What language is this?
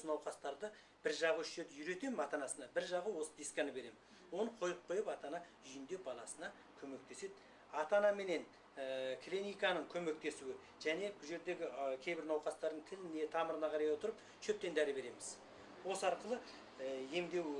Kazakh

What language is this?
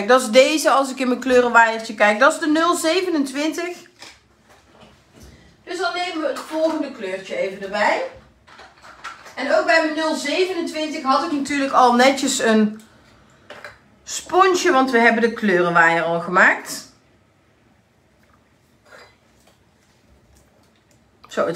Dutch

